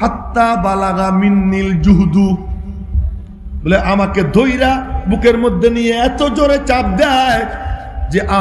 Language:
Bangla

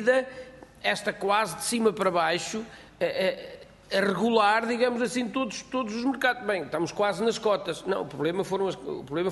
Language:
Portuguese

